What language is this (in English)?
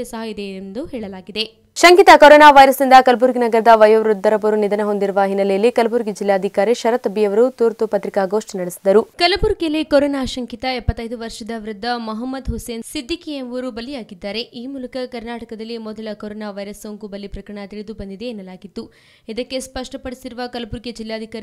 Kannada